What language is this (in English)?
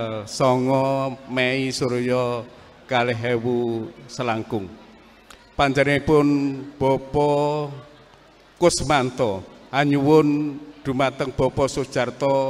Javanese